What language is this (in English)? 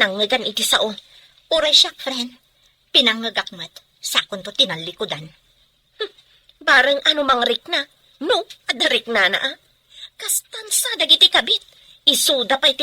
Iloko